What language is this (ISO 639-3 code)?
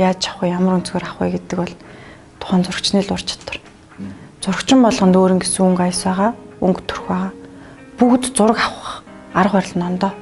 mon